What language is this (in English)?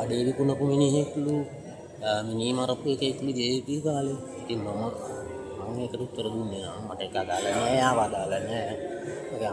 Sinhala